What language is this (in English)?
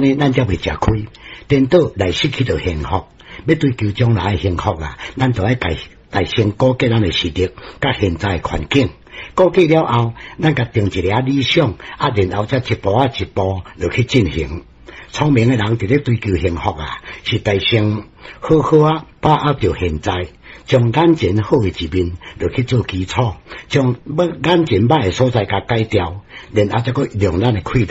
Min Nan Chinese